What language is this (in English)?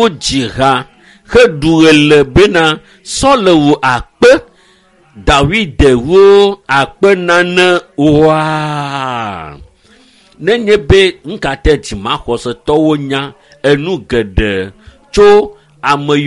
Ewe